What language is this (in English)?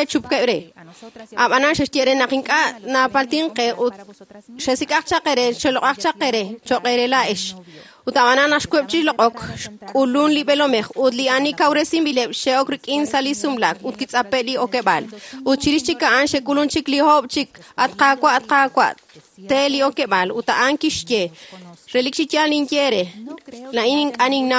Kekchí